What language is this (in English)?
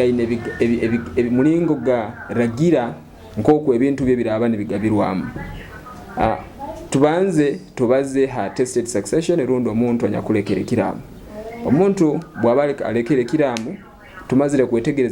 Nyoro